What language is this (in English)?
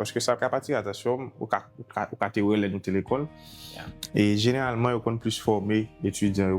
Haitian Creole